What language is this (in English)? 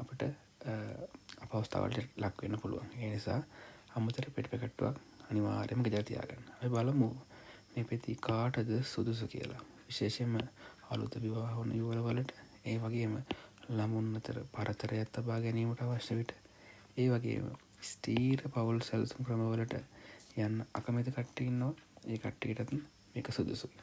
Sinhala